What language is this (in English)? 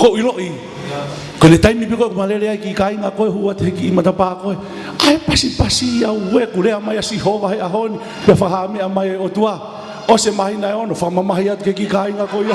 Tongan